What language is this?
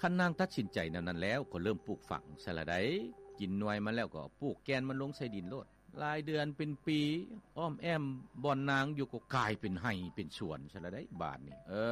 Lao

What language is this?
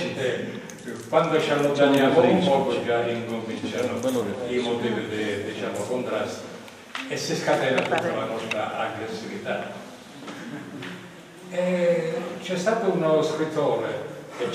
Italian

